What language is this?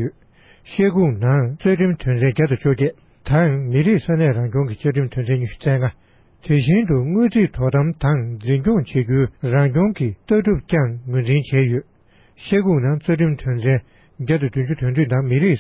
Tibetan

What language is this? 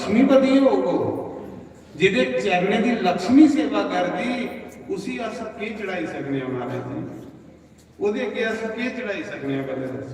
Dogri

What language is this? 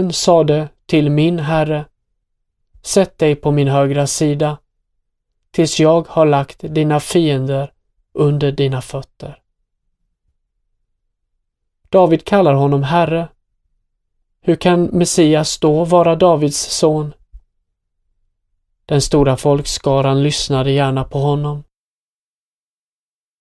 Swedish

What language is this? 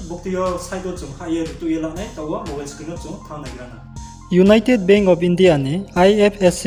Riang (India)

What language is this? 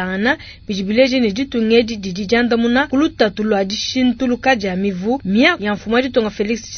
Luba-Lulua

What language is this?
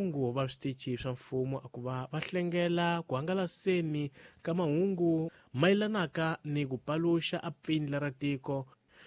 Tsonga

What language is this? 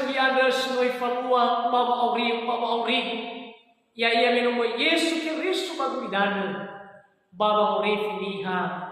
Nias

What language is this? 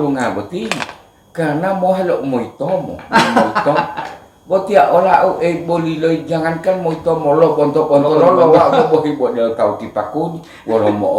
Gorontalo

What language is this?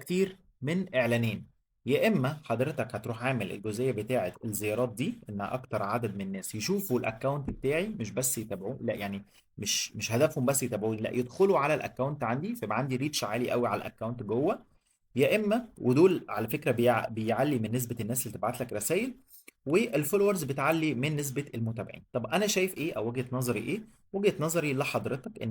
Egyptian Arabic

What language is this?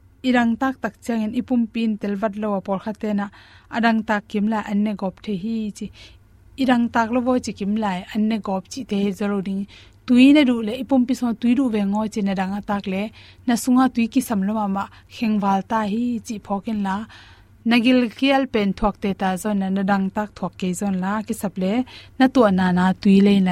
Tedim Chin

